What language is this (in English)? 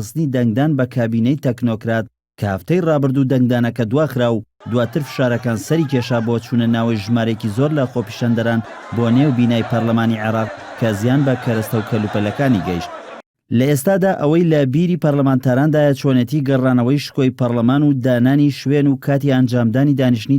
Central Kurdish